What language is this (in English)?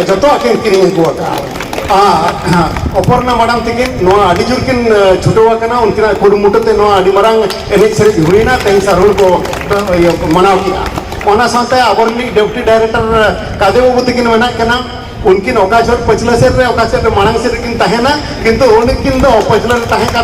Santali